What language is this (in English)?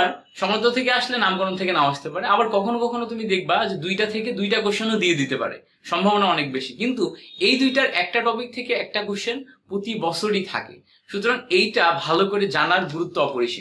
Bangla